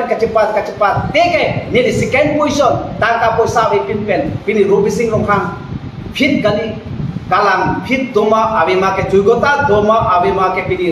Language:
Karbi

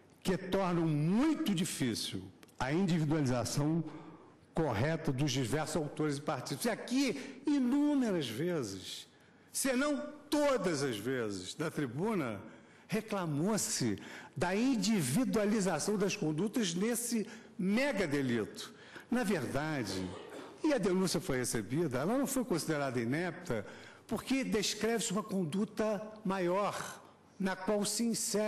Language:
Portuguese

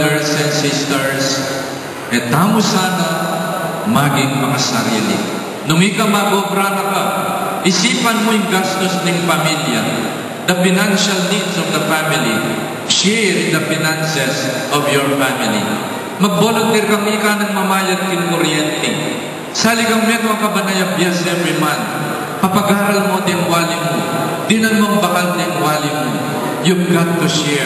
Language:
Pampanga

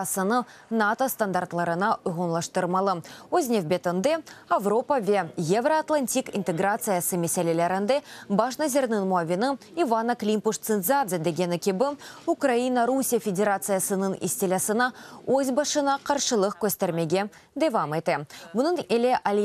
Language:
Crimean Tatar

